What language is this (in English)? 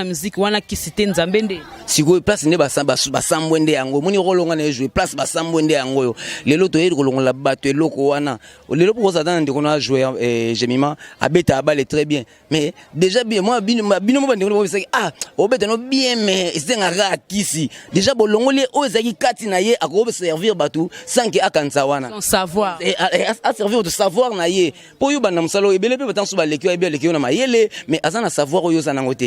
Lingala